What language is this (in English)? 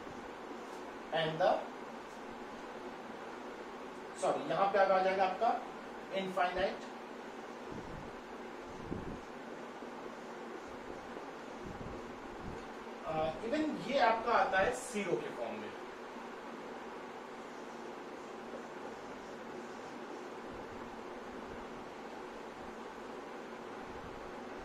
Hindi